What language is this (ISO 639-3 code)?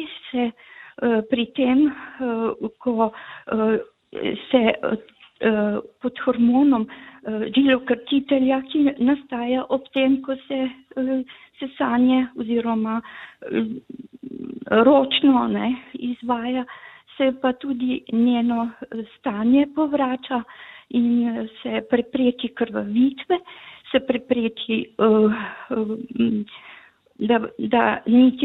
slv